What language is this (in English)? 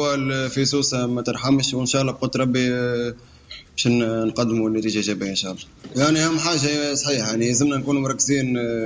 Tunisian Arabic